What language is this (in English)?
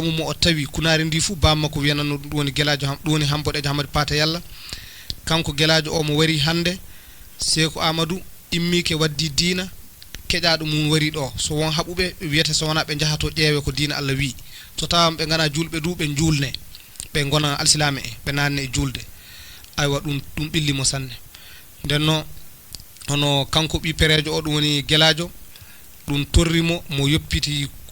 Fula